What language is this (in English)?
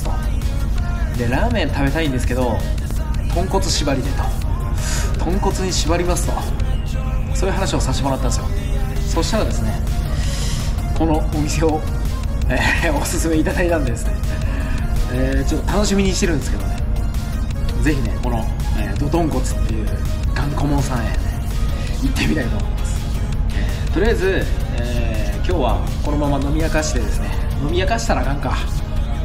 Japanese